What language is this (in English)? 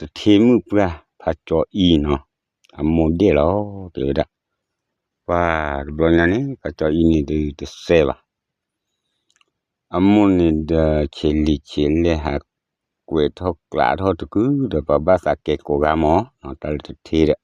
S'gaw Karen